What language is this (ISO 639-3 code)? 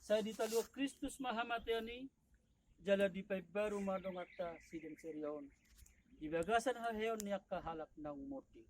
bbc